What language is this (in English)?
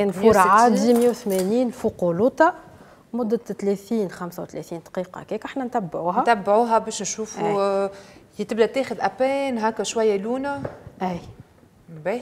Tunisian Arabic